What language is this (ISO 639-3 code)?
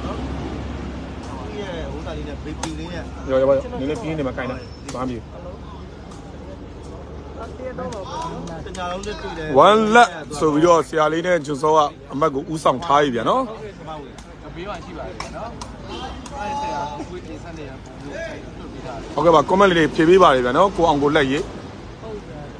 mya